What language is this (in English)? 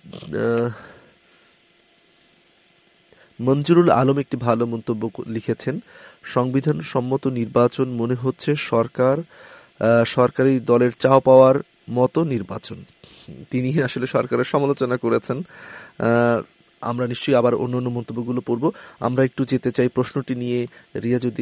Bangla